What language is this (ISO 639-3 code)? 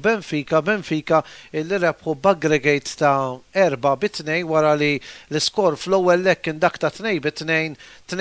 mlt